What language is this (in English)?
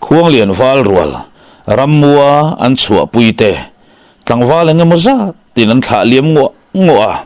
Mizo